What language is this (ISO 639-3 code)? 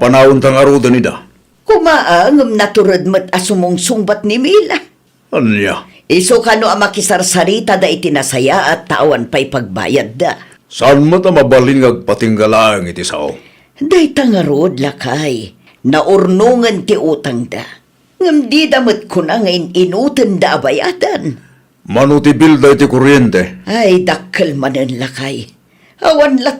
ilo